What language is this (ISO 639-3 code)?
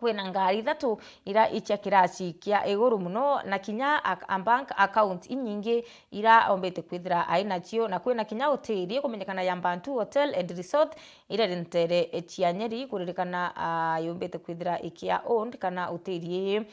mer